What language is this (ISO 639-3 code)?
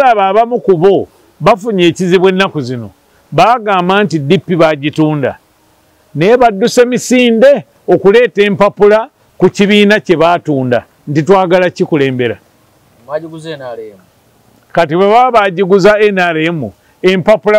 lug